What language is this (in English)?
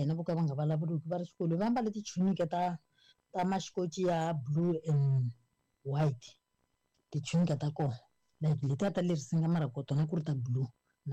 Tsonga